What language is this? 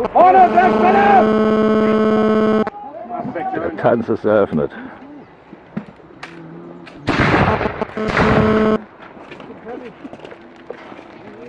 German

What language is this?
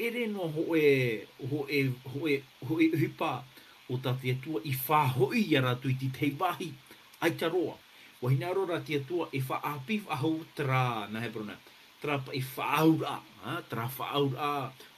Tahitian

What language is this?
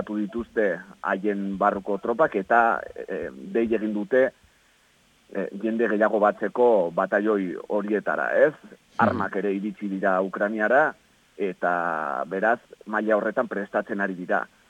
Basque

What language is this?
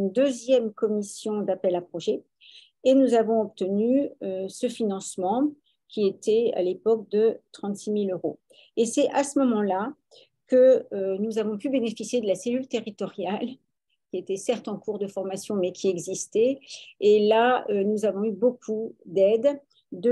French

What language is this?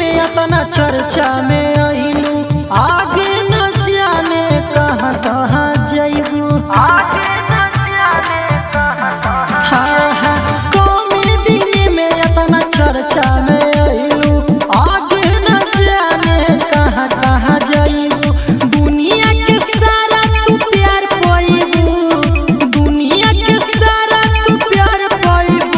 Bhojpuri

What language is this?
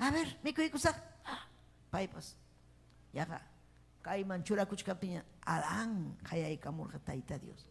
Ayacucho Quechua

